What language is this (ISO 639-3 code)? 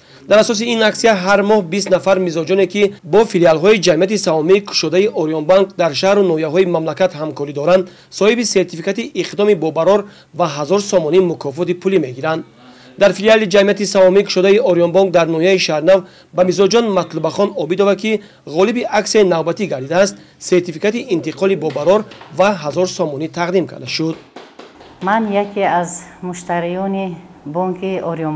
tgk